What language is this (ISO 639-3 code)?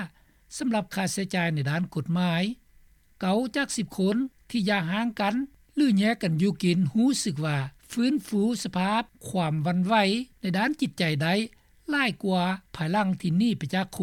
lao